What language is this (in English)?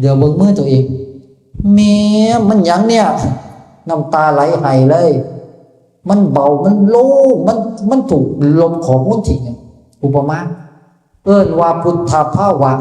Northeastern Thai